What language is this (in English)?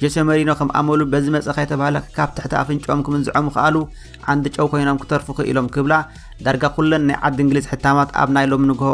Tigrinya